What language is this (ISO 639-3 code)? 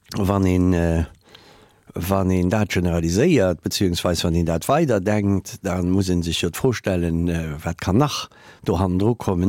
ltz